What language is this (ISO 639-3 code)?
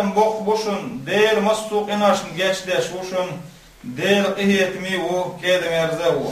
che